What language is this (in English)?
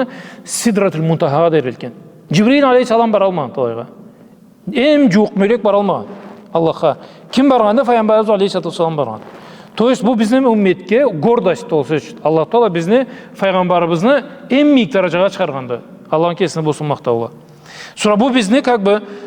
Karachay-Balkar